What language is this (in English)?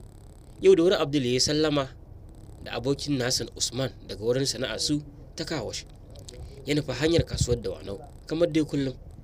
Hausa